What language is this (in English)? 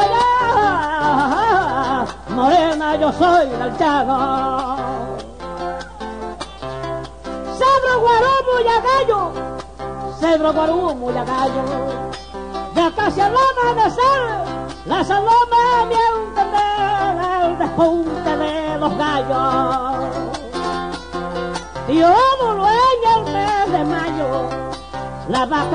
Spanish